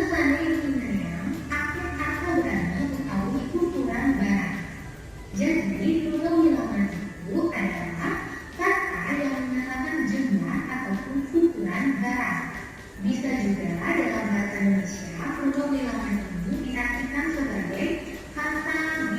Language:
Balinese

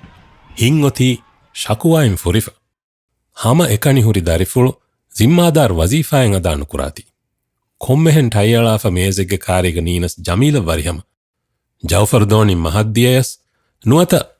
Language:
Divehi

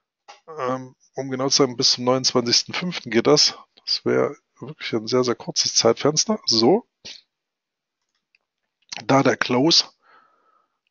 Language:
German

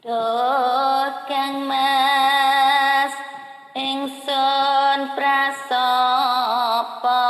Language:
Javanese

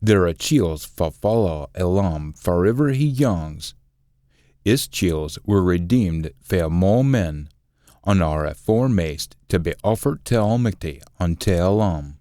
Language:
Scots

